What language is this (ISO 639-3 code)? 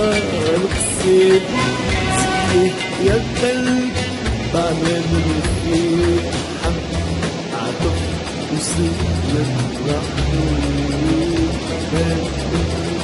ara